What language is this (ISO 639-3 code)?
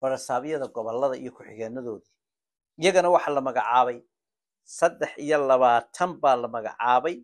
som